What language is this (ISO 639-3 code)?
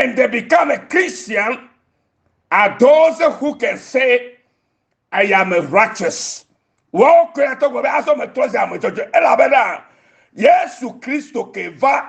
ewe